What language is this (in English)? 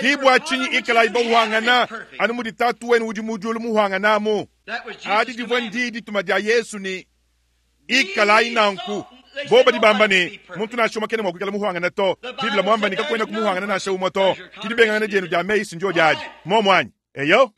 Luba-Lulua